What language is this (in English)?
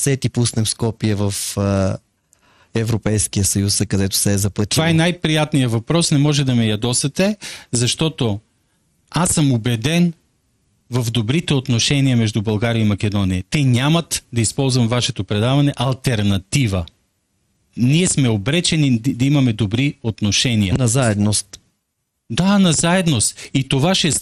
Bulgarian